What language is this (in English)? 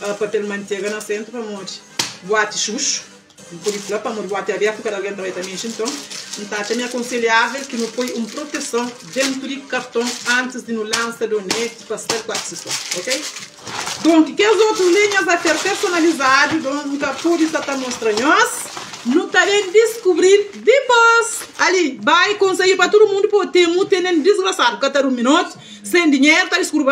Kabuverdianu